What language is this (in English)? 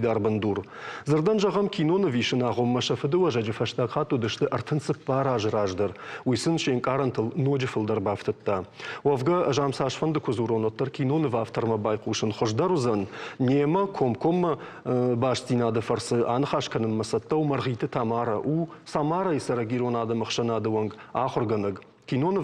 Ossetic